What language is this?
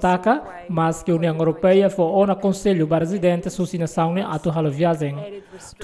Tetum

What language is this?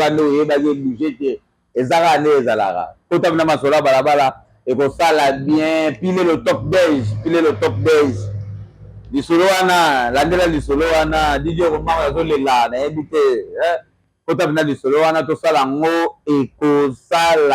Lingala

